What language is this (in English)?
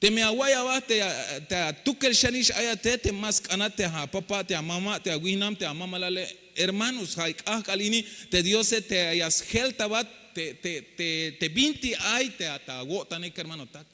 Tzeltal